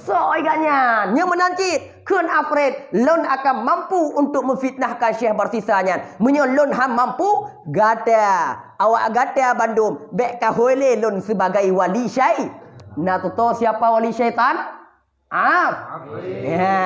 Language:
Achinese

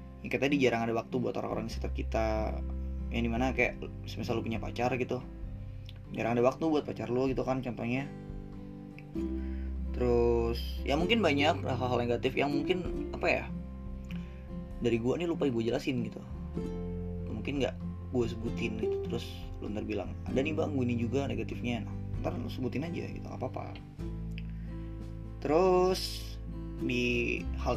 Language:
Indonesian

